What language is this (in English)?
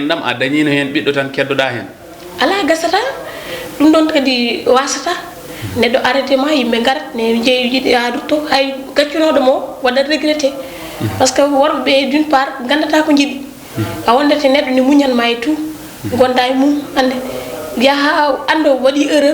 Fula